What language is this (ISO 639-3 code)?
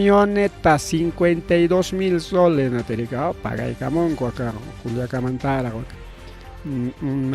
quy